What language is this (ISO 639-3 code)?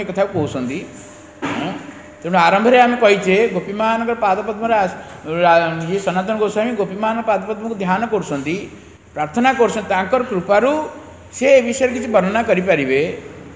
ori